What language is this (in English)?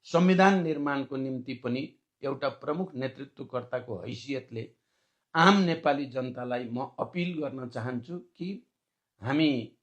Nepali